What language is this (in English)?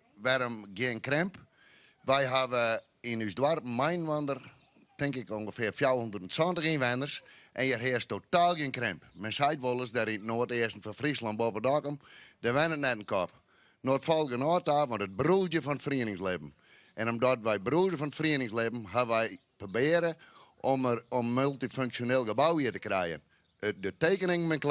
Western Frisian